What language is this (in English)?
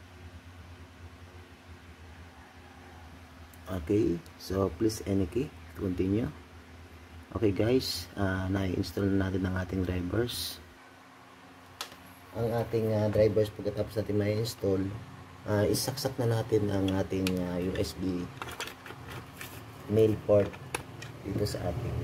Filipino